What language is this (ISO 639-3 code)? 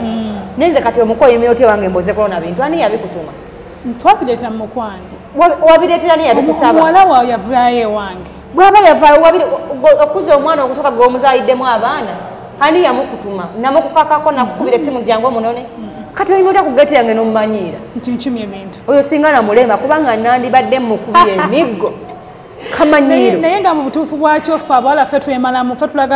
lug